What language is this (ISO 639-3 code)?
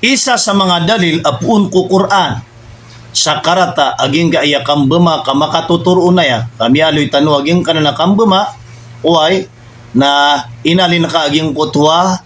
mrw